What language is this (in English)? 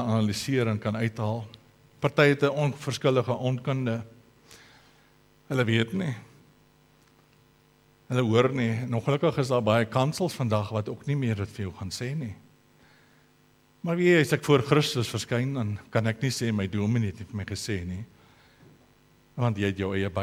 Afrikaans